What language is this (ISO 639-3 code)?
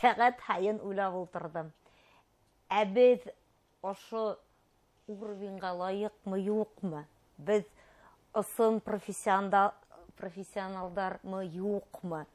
bak